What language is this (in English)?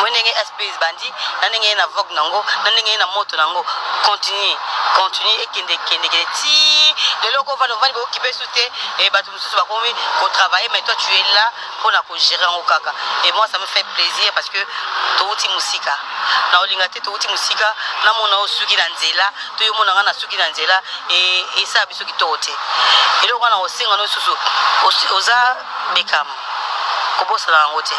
Lingala